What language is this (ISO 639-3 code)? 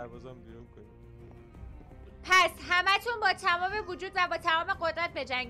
fas